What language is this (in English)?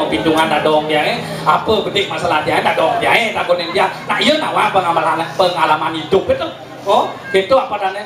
Balinese